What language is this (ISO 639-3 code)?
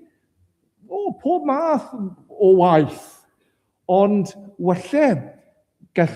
cym